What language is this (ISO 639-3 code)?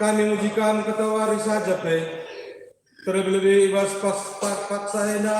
btx